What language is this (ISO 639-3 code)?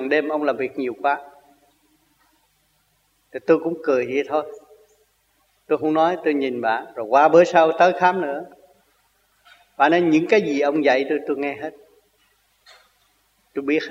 vie